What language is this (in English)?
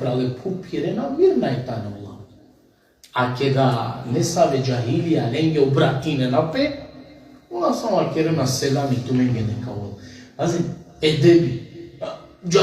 Balkan Romani